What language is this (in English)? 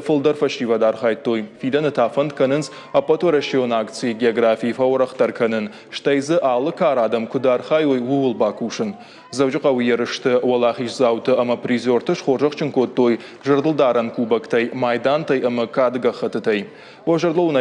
Ossetic